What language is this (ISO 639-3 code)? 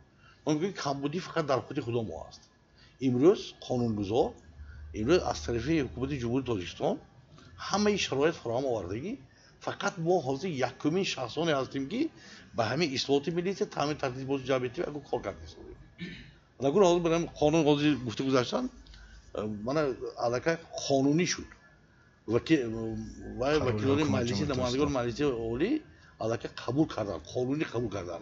tgk